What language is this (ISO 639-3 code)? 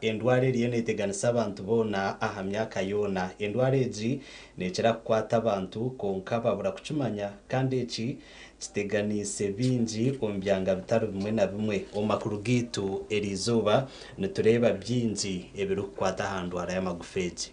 nyn